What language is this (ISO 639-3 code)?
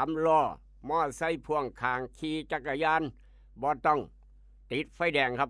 tts